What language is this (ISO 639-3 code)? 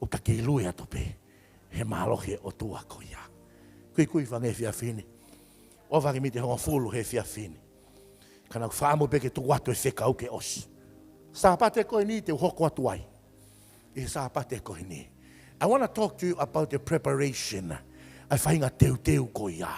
ton